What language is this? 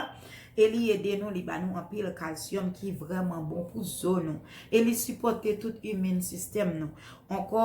Haitian Creole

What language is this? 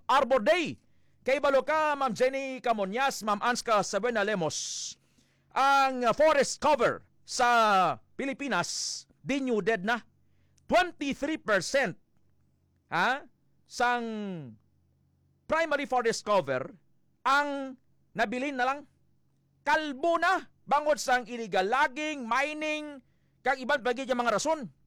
Hiligaynon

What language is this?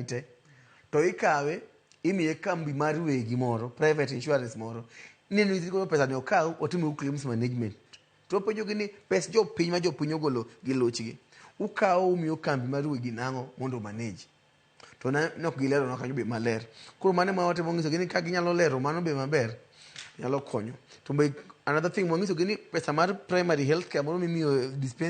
Luo (Kenya and Tanzania)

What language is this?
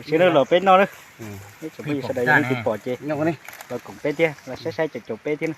Hmong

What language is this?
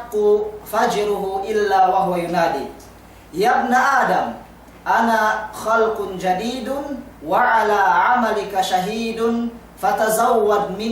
Yakan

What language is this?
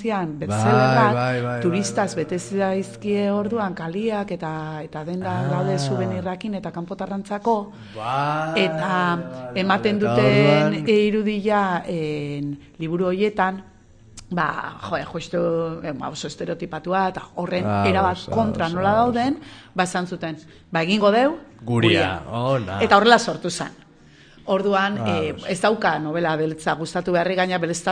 Basque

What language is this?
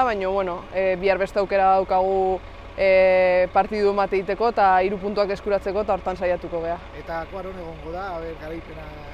Basque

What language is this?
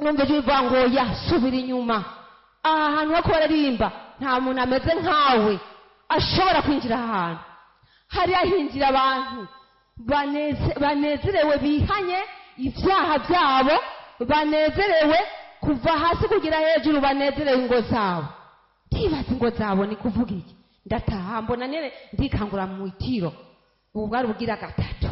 Rundi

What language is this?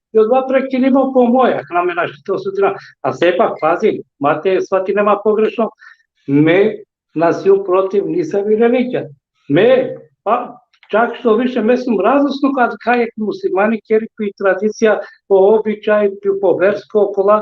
Balkan Romani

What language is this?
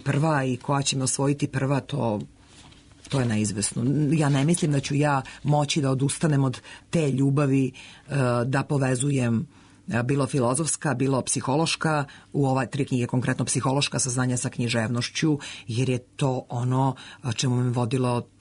Serbian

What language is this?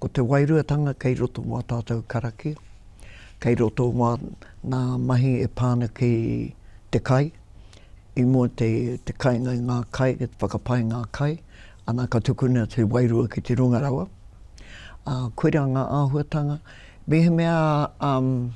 Māori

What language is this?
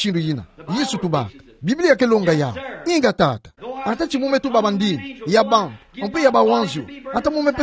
Kituba (Democratic Republic of Congo)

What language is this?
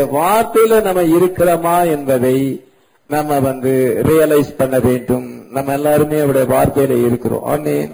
Tamil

